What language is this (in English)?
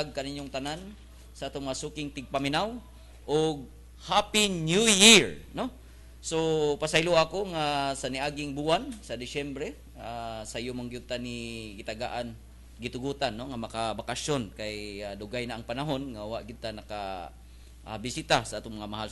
Cebuano